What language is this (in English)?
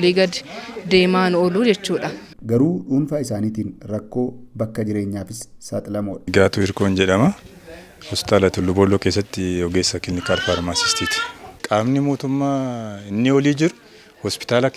Oromo